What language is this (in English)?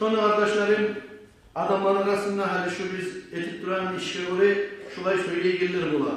Kumyk